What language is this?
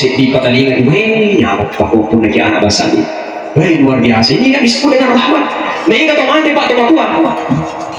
Buginese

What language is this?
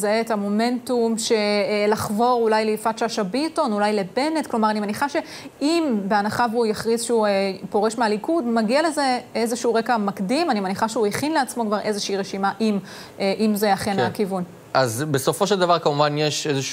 Hebrew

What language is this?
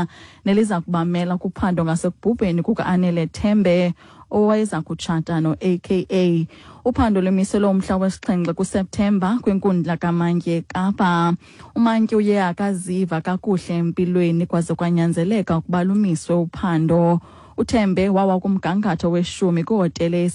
Xhosa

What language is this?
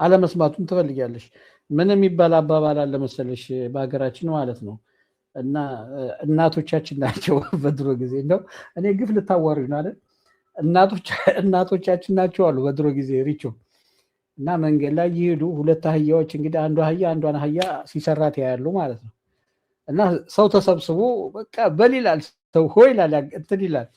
Amharic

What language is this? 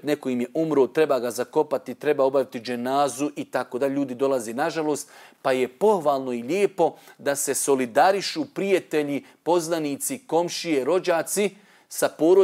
Bosnian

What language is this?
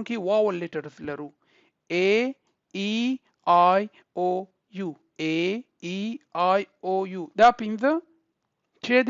Pashto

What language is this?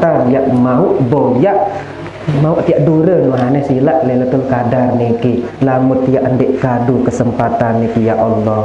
Sasak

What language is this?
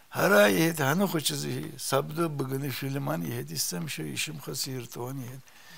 Abkhazian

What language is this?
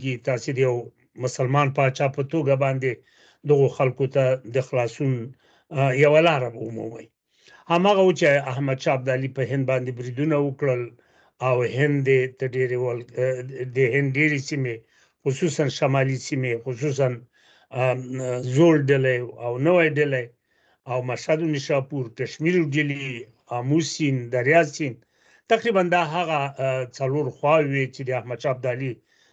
Pashto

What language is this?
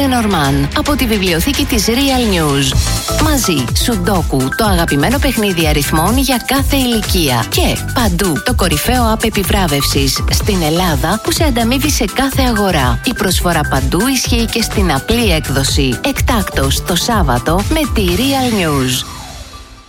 Greek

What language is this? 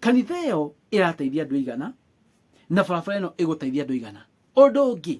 Kikuyu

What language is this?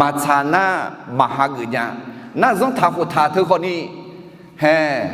Akha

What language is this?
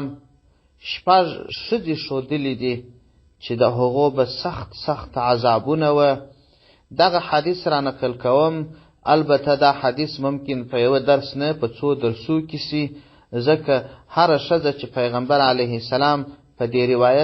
Pashto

